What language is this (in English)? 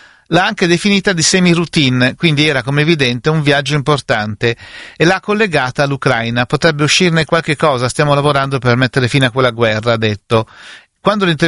Italian